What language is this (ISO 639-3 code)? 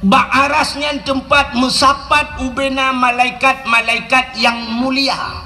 ace